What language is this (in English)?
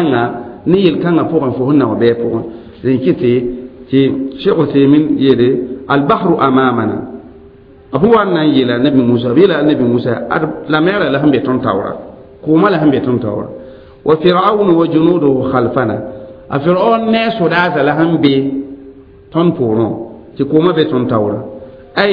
Mossi